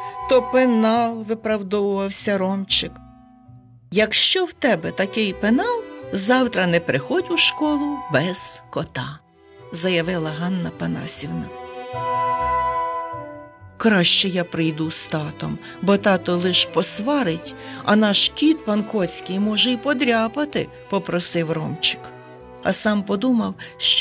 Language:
Ukrainian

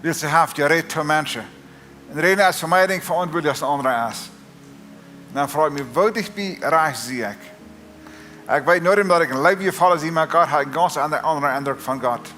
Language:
Plautdietsch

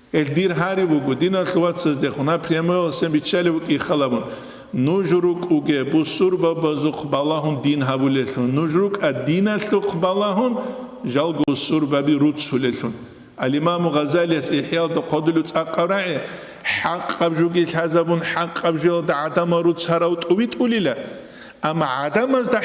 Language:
Avaric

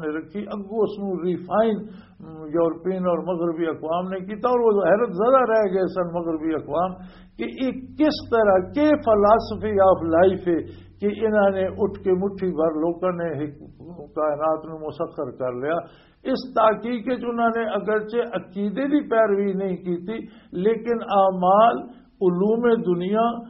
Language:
Western Panjabi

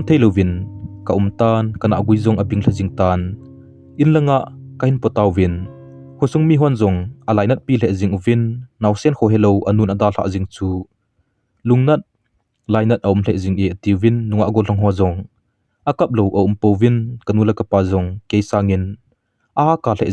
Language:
Thado Chin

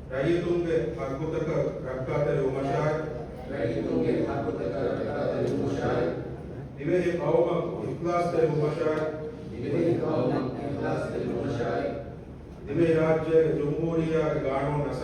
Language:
Divehi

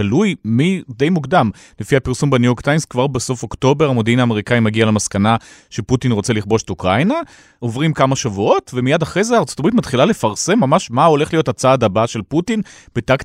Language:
Hebrew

